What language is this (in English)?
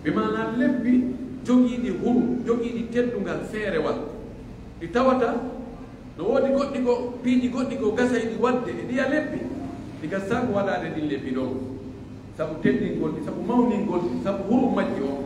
Pular